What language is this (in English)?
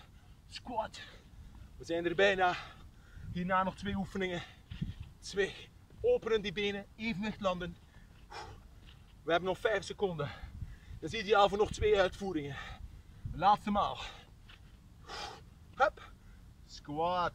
Dutch